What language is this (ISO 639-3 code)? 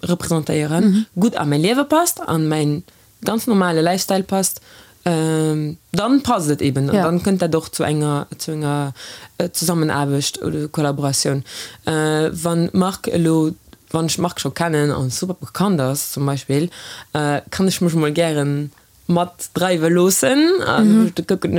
ltz